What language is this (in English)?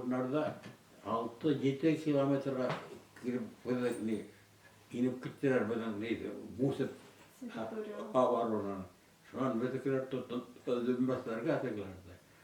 Bashkir